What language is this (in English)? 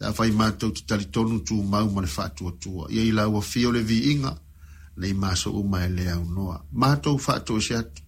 Samoan